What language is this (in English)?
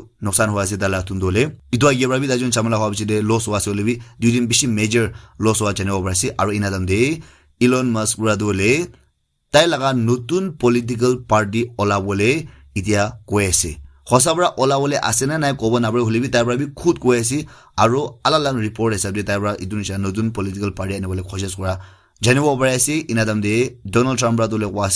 Naga Pidgin